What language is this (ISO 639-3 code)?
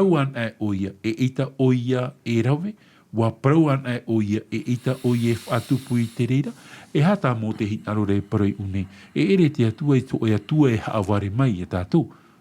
tah